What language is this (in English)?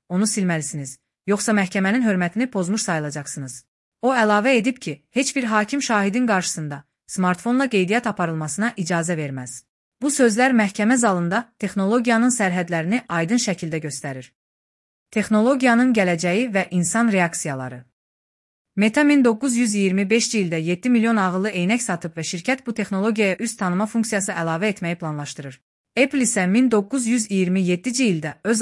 Azerbaijani